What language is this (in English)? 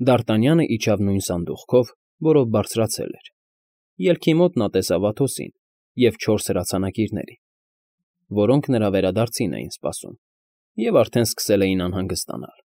Armenian